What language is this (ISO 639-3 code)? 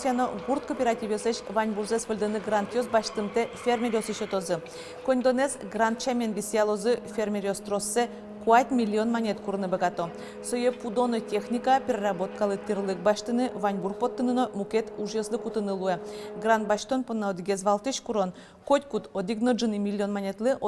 udm